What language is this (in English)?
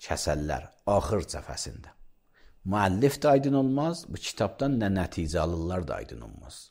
Azerbaijani